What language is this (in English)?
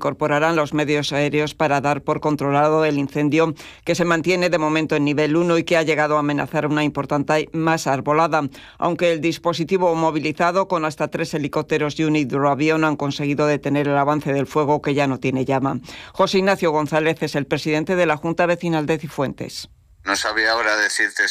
Spanish